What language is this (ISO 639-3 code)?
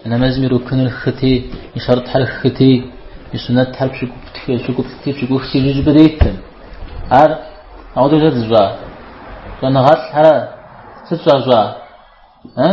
kbd